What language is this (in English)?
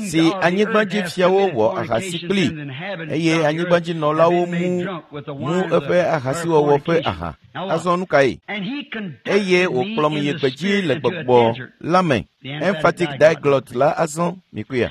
Ewe